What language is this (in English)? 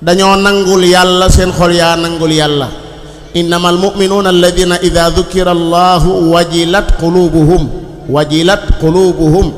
Wolof